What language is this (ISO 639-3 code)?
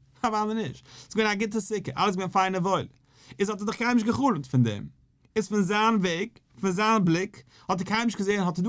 yid